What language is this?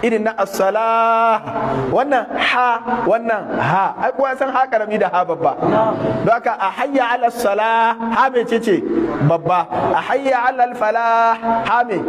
Hausa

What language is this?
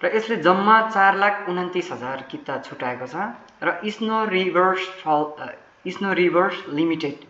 Nepali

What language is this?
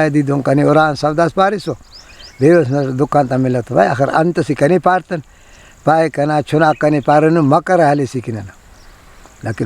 Brahui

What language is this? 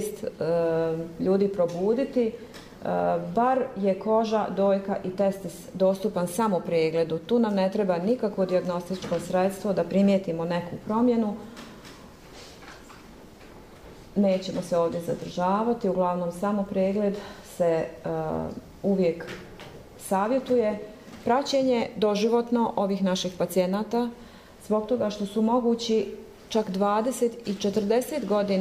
Croatian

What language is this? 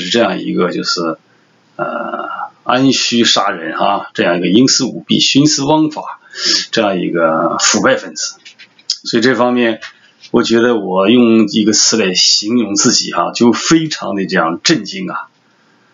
Chinese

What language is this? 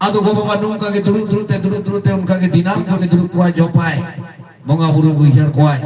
Santali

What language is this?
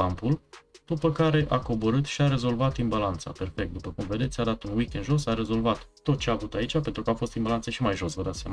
Romanian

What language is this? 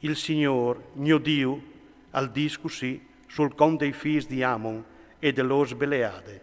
Friulian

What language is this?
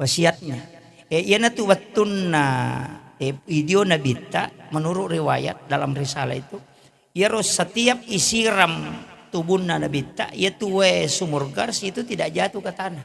Buginese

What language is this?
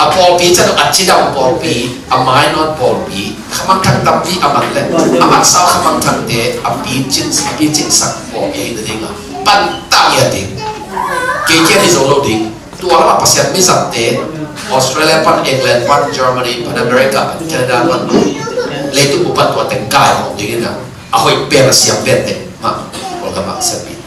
Tedim Chin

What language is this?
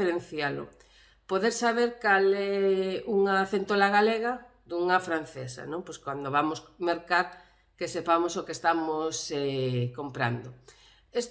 Galician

